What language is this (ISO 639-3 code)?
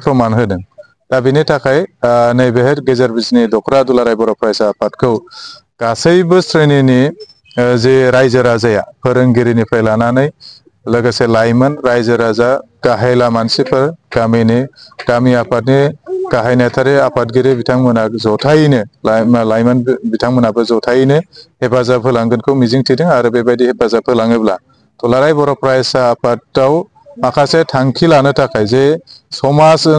brx